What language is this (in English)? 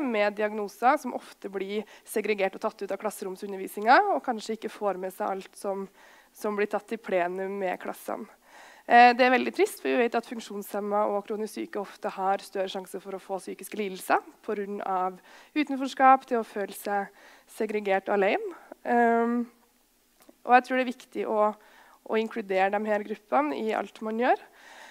Norwegian